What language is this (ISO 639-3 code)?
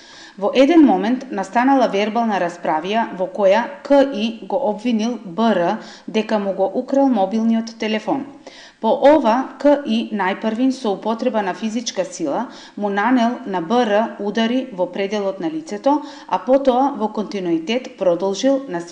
mkd